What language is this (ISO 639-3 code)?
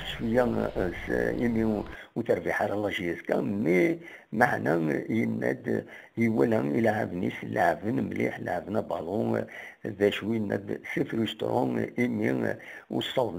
kab